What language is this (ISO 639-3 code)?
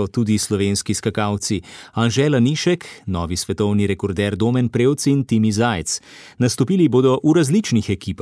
slv